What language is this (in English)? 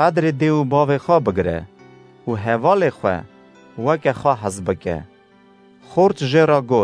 Kurdish